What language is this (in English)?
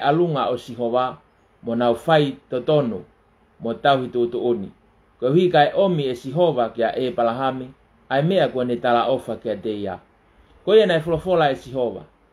Tongan